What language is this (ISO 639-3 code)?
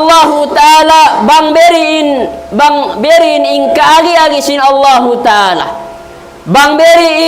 tsg